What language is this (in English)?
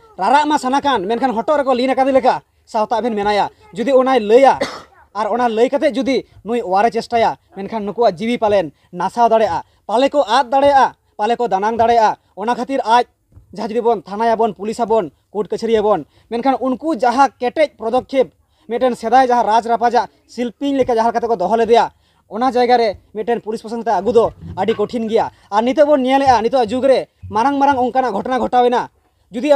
Santali